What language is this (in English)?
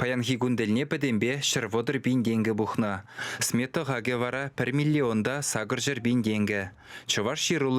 Chuvash